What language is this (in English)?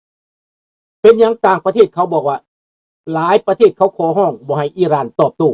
Lao